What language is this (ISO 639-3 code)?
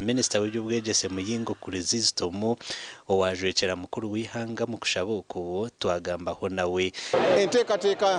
nyn